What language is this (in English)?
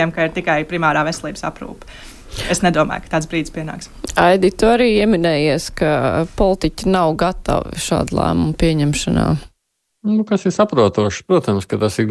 Latvian